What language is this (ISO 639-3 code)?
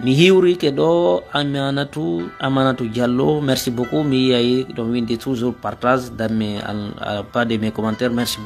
ful